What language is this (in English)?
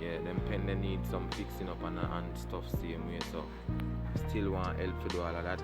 Jamaican Creole English